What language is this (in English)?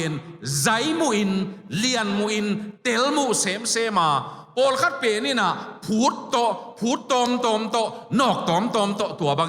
Tedim Chin